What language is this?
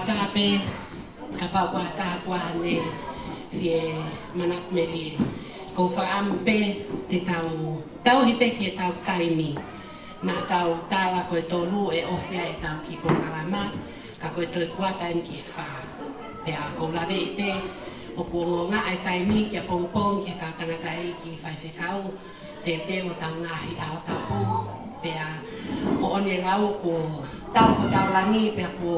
Tongan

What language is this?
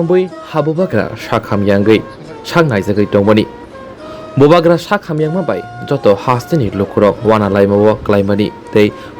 Kok Borok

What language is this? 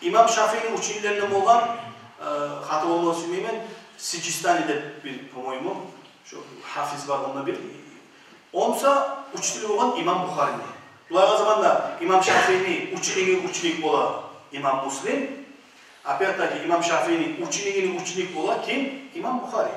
Kumyk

